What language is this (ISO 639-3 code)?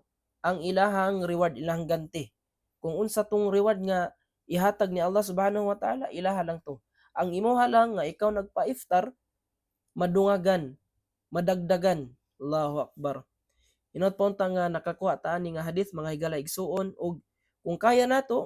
ceb